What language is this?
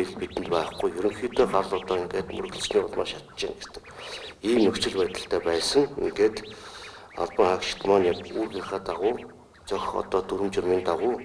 Mongolian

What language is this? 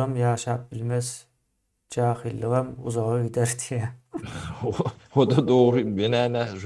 Turkmen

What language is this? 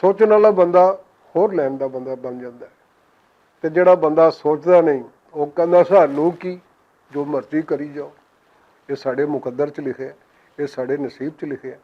Western Panjabi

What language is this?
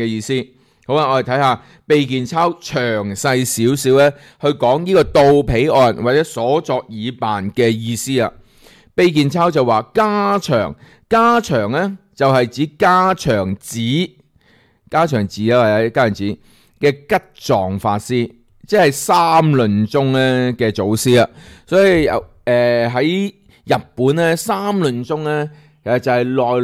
Cantonese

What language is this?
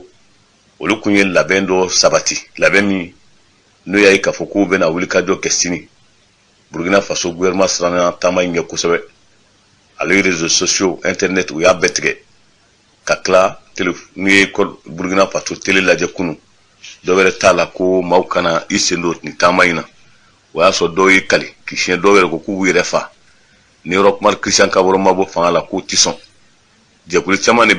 Bambara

